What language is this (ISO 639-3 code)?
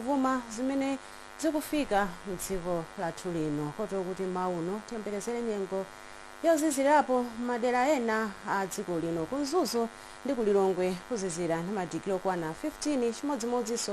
nya